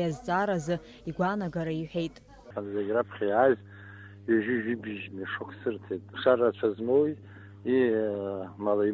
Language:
Abkhazian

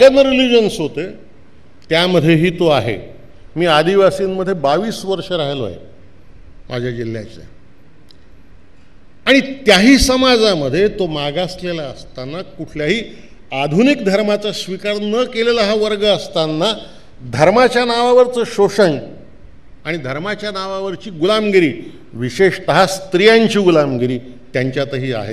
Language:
Marathi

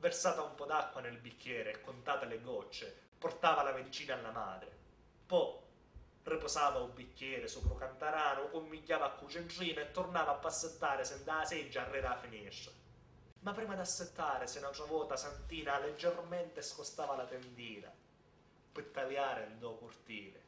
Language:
Sicilian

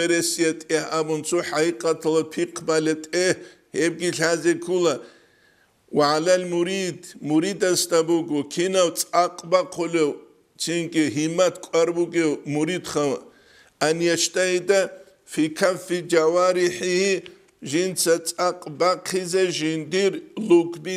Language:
Avaric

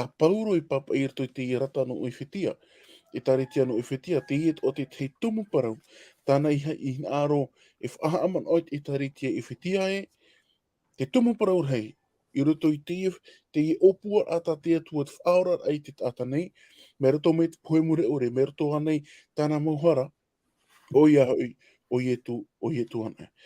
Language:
Tahitian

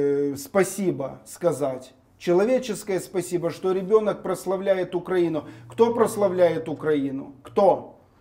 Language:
Russian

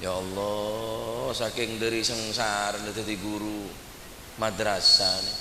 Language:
Madurese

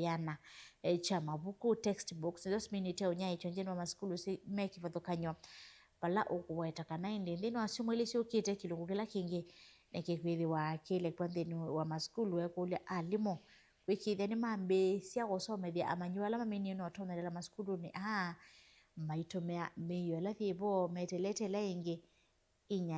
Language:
Kamba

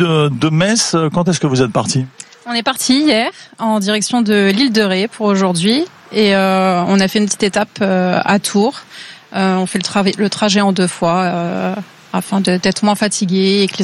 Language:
French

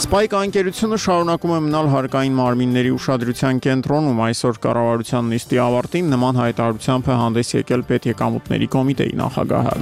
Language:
Armenian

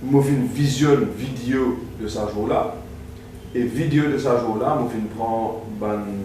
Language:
Morisyen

